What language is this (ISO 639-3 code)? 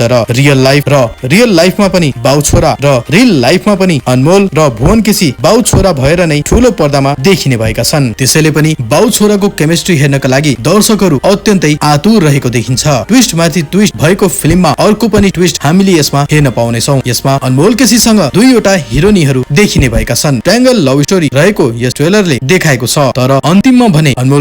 nep